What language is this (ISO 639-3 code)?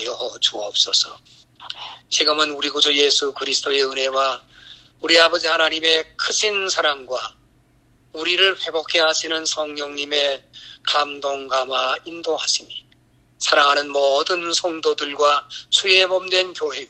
kor